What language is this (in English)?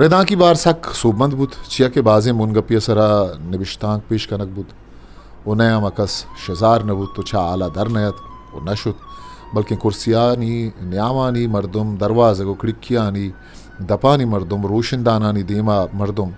Eastern Balochi